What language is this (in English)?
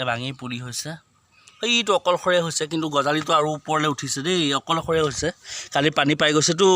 Assamese